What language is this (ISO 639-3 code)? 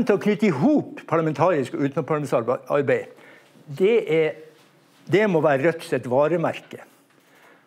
nor